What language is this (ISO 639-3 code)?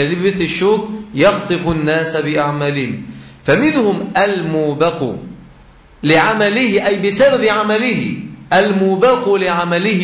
ara